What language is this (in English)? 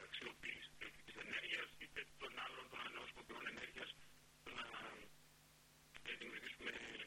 Greek